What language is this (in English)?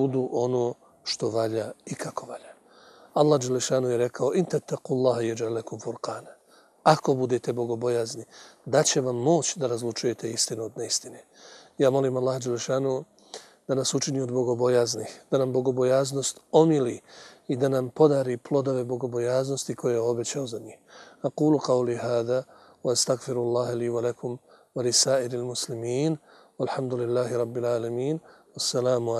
Bosnian